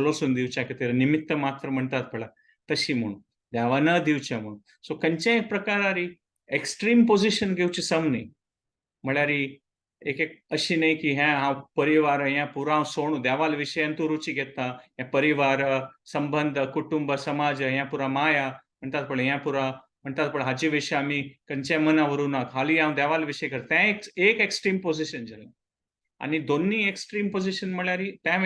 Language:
Konkani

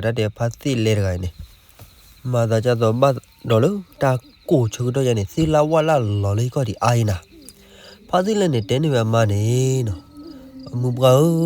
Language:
S'gaw Karen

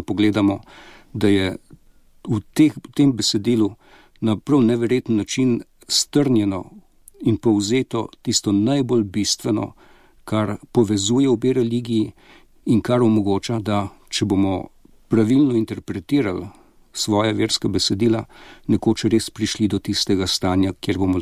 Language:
Slovenian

